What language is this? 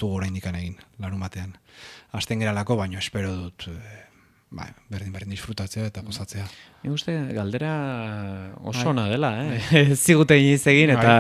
Basque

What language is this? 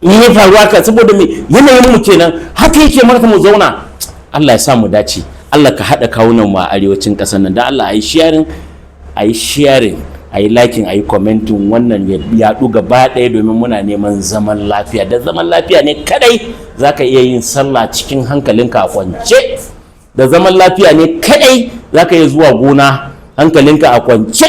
Hausa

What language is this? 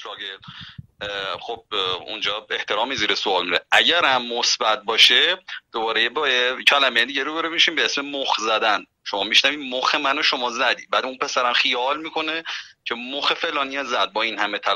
Persian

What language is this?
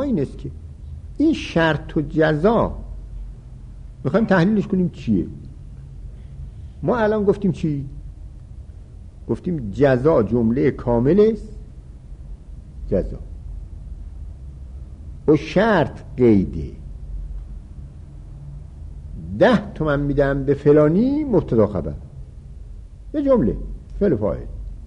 Persian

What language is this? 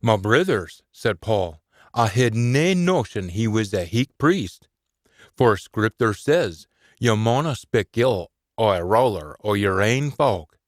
Scots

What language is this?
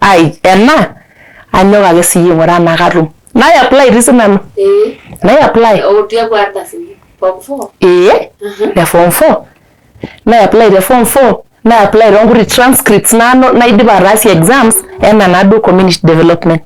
Masai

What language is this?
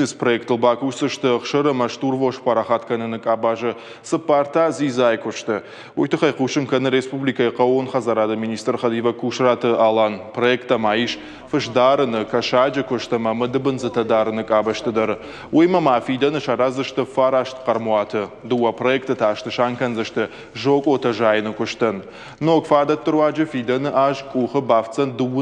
Ossetic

